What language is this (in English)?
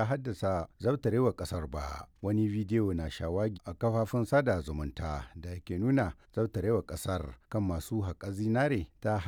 Hausa